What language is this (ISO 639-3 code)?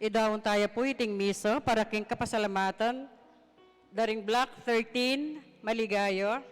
pam